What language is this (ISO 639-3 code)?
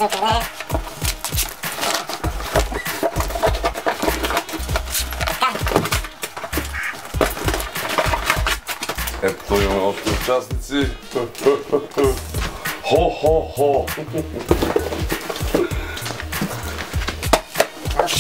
bul